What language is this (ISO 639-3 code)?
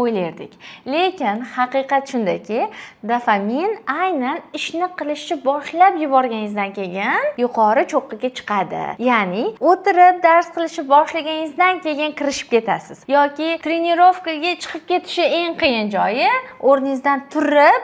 uzb